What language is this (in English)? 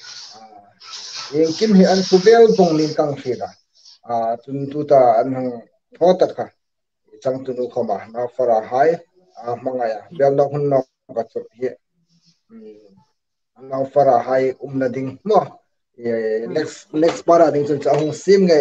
Hmar